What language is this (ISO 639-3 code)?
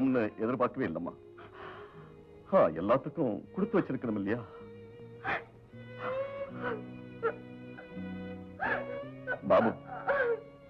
tam